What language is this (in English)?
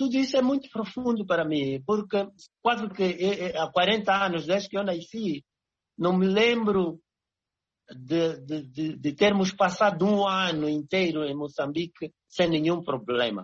Portuguese